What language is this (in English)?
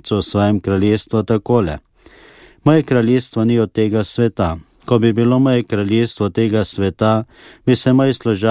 Slovenian